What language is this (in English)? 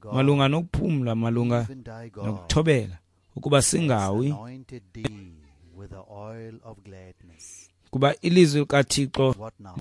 Xhosa